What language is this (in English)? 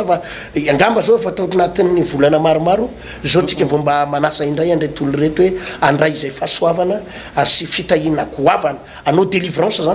Malagasy